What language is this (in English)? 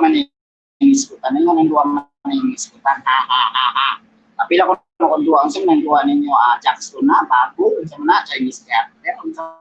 Cebuano